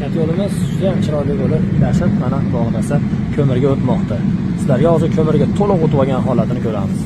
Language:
Uzbek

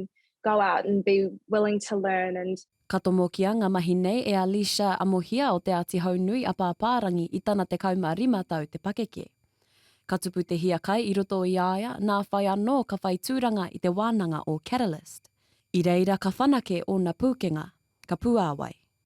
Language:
Māori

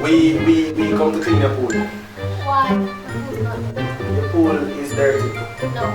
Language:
Jamaican Creole English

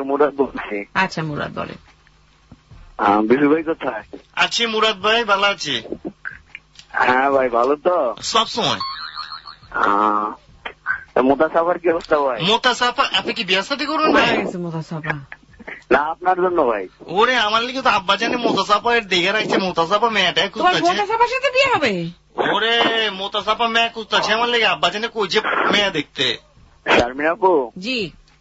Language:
Bangla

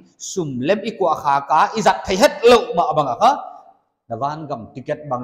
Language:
Paite Chin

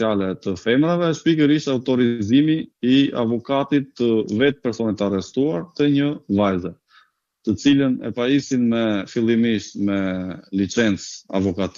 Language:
Albanian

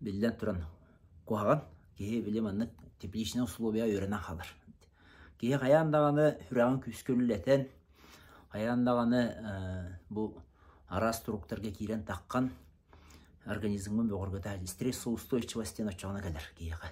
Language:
Yakut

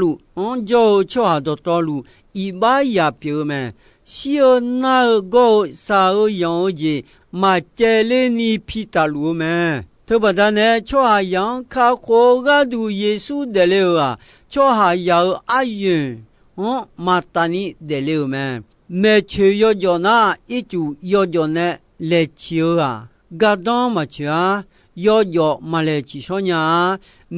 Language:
Akha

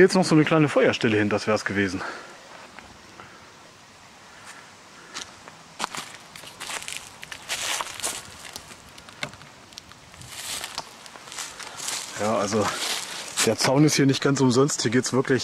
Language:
German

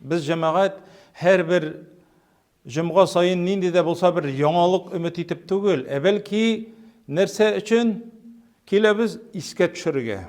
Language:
Tatar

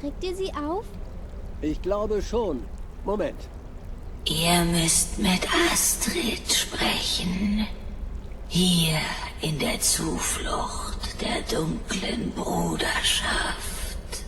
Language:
Bavarian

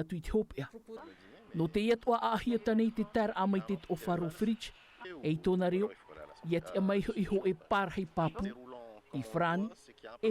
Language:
Tahitian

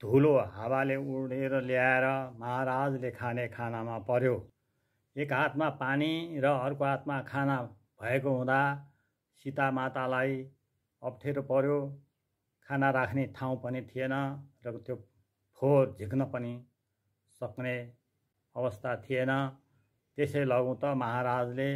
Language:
Nepali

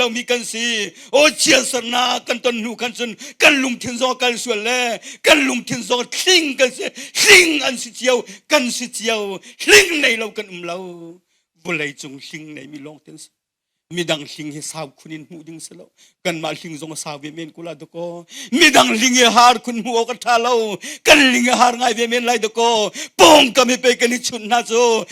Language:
Hakha Chin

